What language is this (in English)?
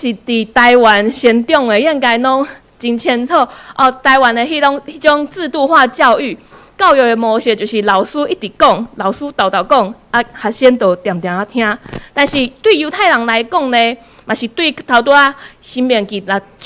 Min Nan Chinese